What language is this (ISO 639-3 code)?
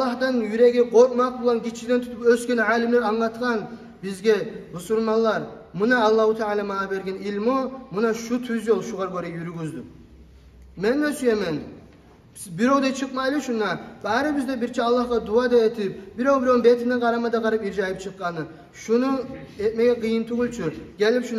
kum